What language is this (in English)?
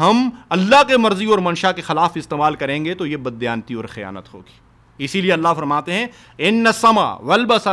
Urdu